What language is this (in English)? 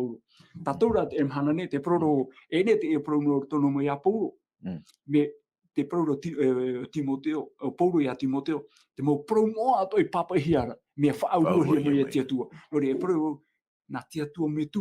Tahitian